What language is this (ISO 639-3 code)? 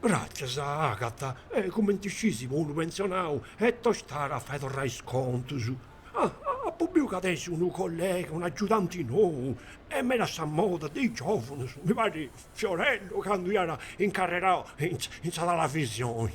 srd